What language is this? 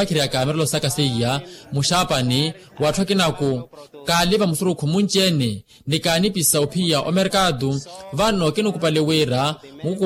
Makhuwa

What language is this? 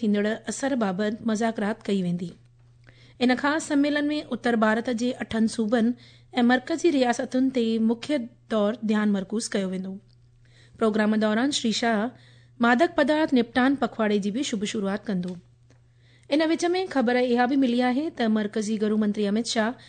Sindhi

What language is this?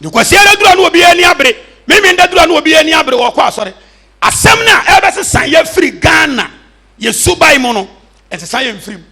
Akan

